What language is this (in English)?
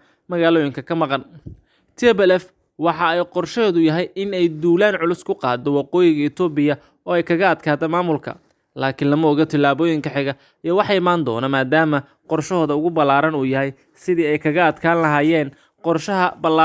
Somali